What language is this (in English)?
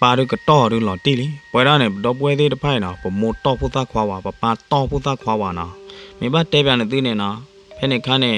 S'gaw Karen